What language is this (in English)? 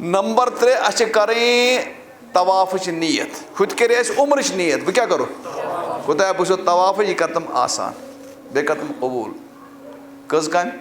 Kashmiri